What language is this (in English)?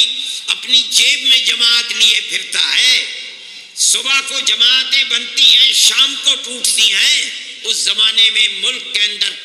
Urdu